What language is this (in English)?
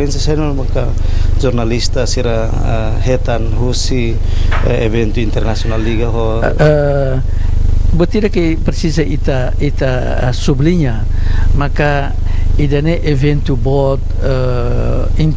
Tetum